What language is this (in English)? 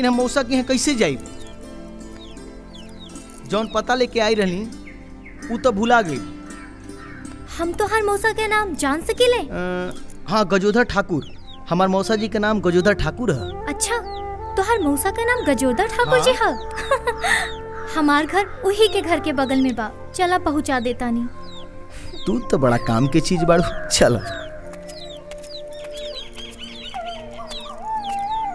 Bhojpuri